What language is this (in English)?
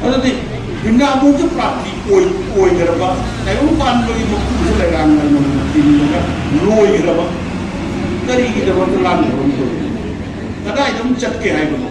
Manipuri